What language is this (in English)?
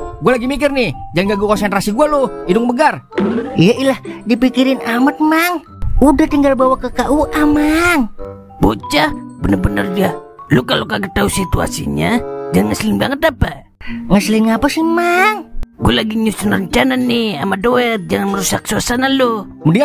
Betawi